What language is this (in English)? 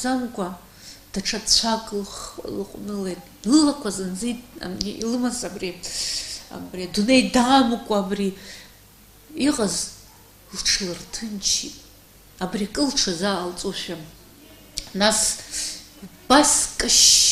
Abkhazian